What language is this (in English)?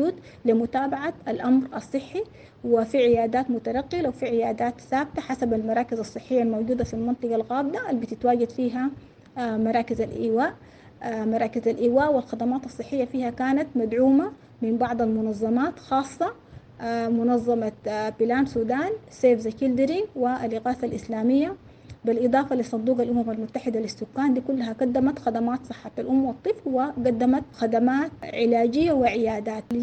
Sudanese Arabic